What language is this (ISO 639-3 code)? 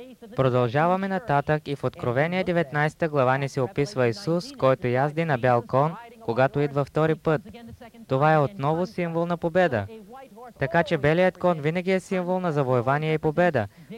bul